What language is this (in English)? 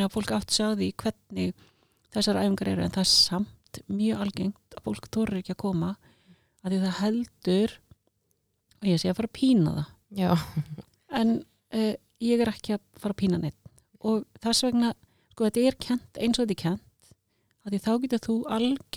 Icelandic